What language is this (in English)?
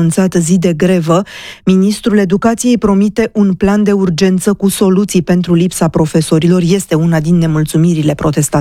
Romanian